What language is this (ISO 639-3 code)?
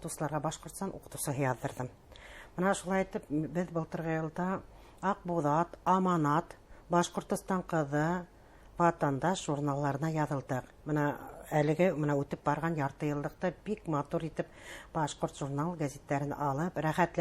bak